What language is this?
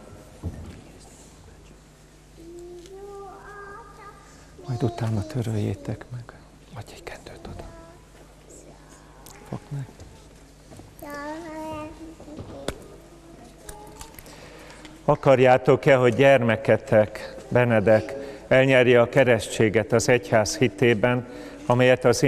Hungarian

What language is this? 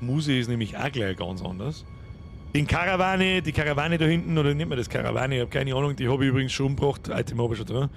Bavarian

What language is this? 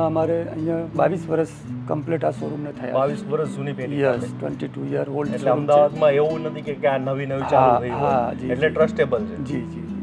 Gujarati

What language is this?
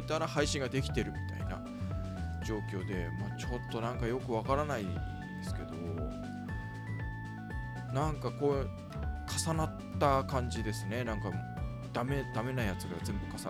Japanese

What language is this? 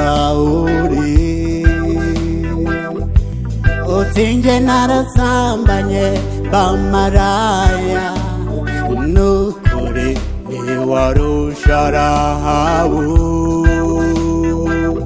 Kinyarwanda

